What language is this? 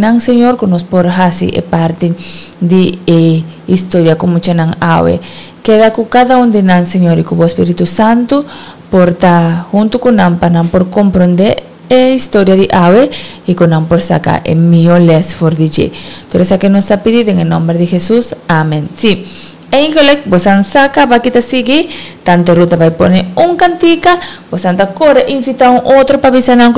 Papiamento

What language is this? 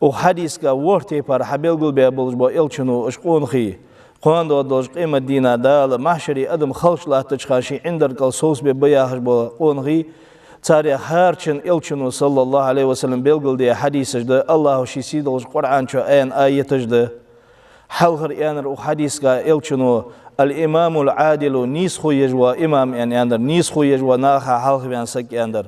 Ingush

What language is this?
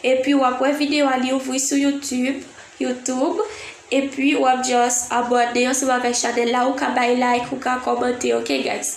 Haitian Creole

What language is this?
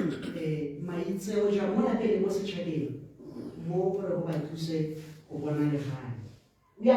Tswana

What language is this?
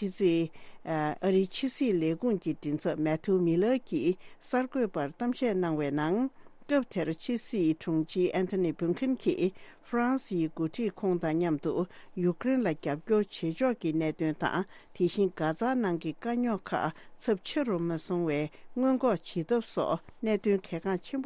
Tibetan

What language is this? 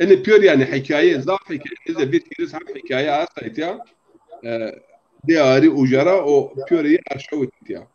Zaza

